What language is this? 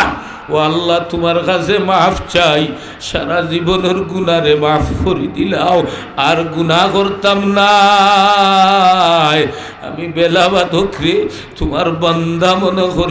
Sylheti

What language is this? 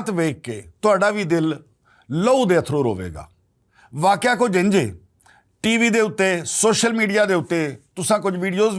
Western Panjabi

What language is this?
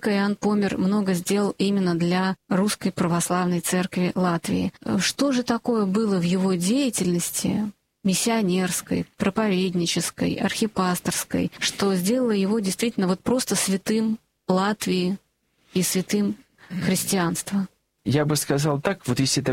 Russian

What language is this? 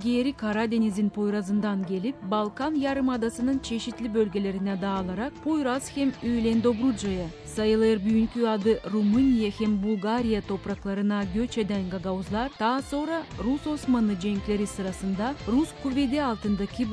Gagauz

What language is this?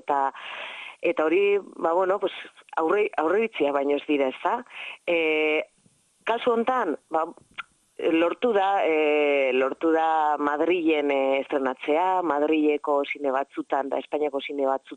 Basque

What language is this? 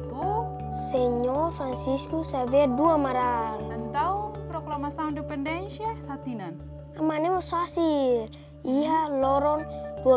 Tetum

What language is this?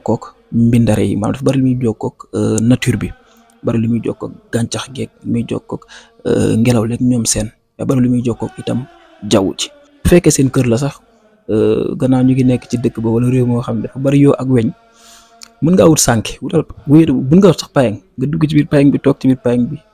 Wolof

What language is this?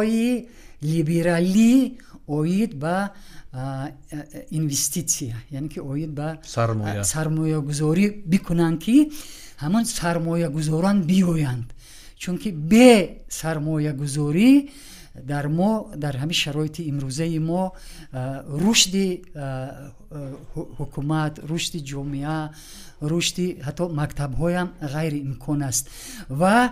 Tajik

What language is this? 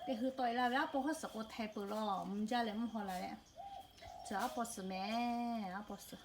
Lahu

